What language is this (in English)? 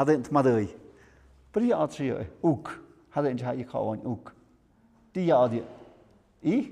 Tlahuitoltepec Mixe